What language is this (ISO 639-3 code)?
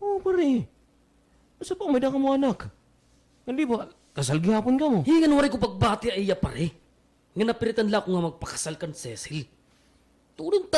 war